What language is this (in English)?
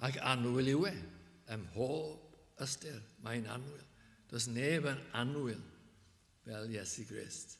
Welsh